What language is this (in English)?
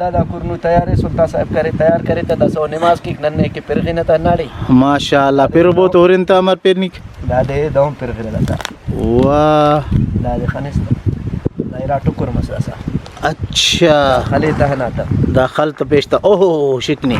Brahui